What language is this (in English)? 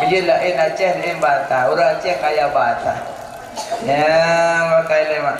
Achinese